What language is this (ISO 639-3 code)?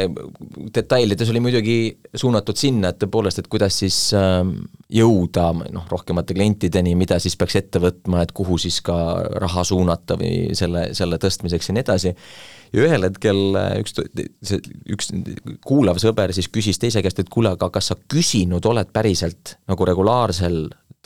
est